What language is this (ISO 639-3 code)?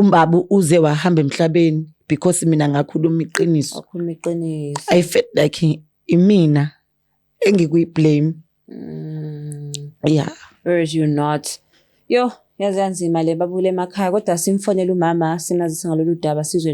zul